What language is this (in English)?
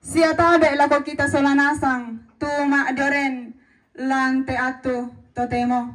Toraja-Sa'dan